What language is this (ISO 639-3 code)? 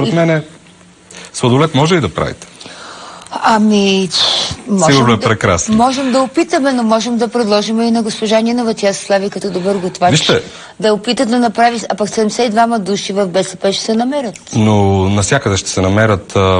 bul